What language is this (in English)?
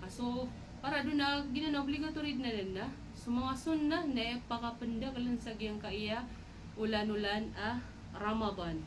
Maranao